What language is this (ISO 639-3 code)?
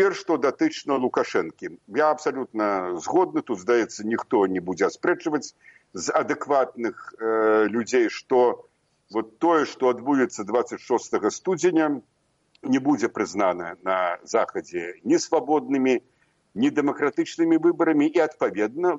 bel